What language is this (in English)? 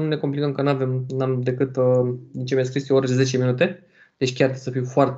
Romanian